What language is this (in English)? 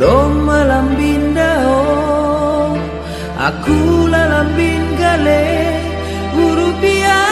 Batak Simalungun